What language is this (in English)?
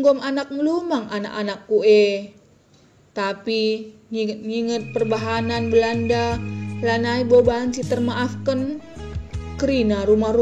Batak Karo